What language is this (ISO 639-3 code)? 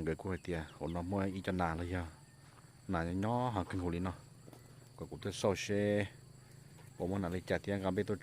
hmn